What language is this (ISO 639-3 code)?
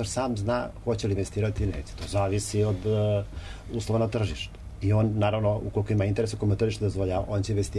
srp